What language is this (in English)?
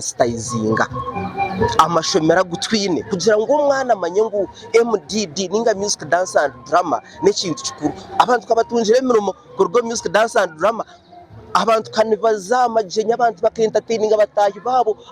Nyankole